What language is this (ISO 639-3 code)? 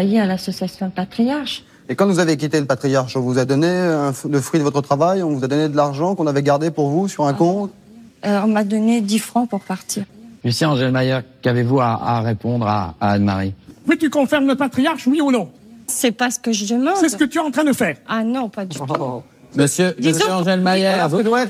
fra